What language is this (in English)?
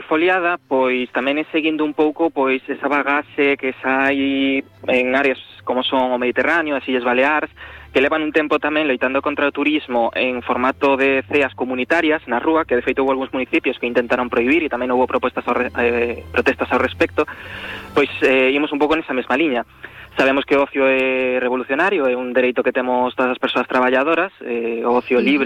Galician